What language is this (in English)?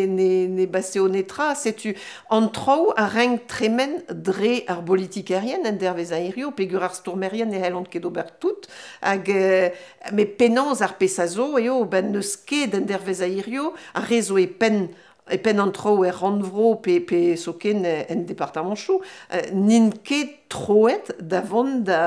Breton